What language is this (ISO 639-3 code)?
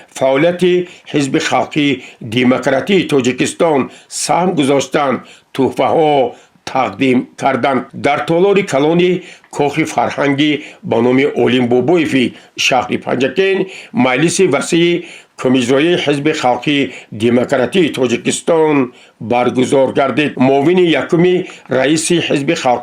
tgk